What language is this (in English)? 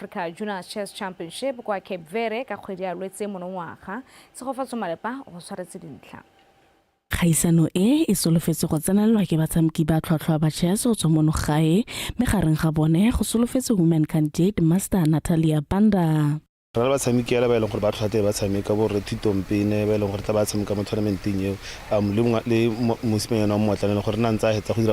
Tswana